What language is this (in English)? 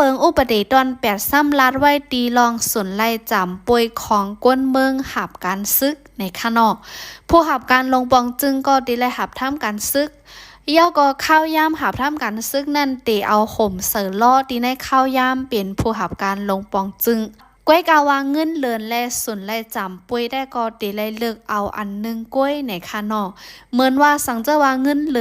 Shan